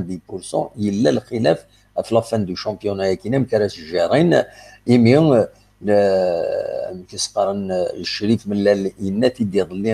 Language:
Kabyle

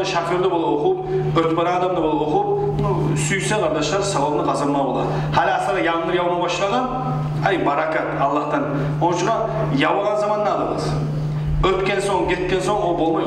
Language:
Kumyk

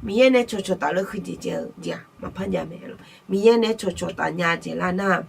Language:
Akha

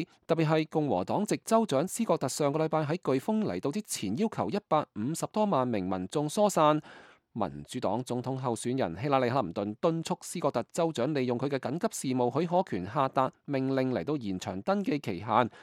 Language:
Cantonese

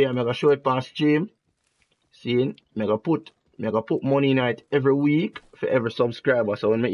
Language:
Jamaican Creole English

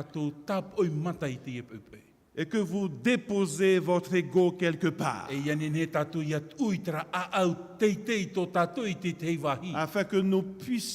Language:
Tahitian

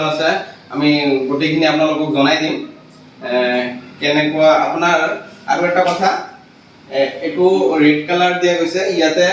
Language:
Assamese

